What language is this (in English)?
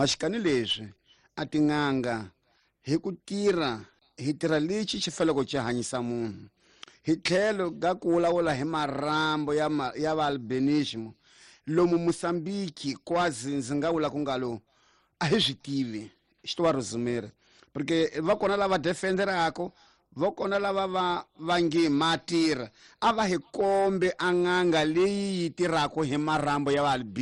Tsonga